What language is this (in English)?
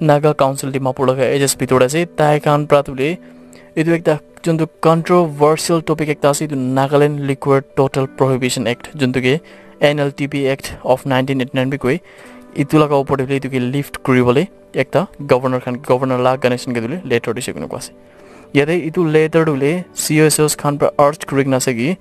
Naga Pidgin